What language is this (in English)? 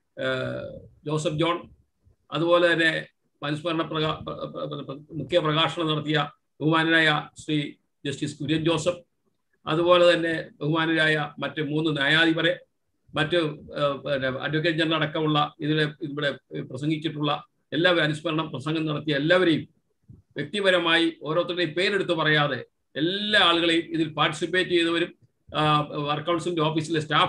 Malayalam